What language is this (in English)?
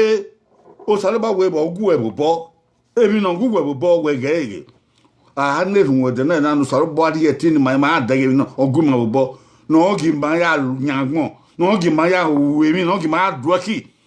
Bini